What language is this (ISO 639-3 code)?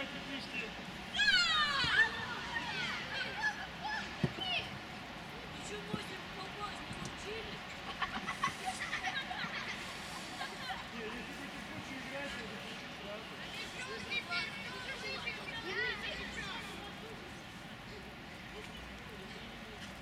rus